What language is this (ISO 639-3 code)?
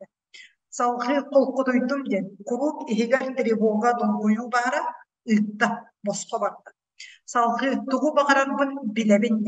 sah